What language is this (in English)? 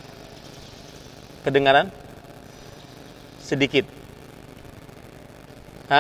Indonesian